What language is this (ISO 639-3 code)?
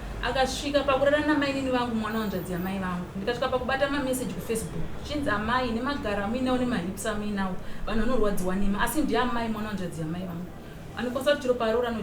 sna